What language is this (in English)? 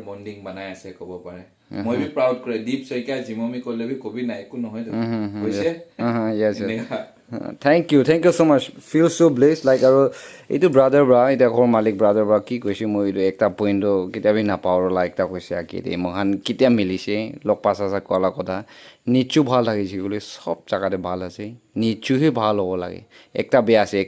Naga Pidgin